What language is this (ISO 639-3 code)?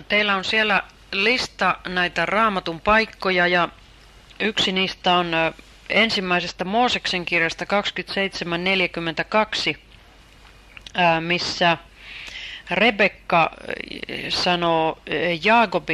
fin